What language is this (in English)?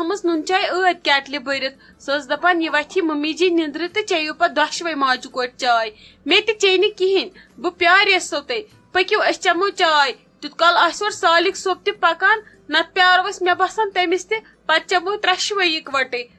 Kashmiri